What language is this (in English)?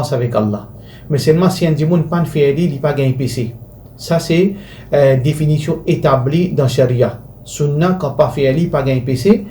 Morisyen